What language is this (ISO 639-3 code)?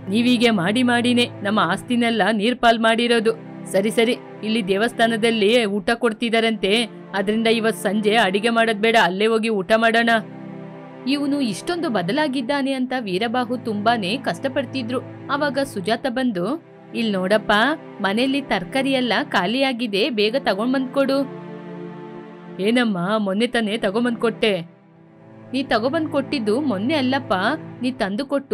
kan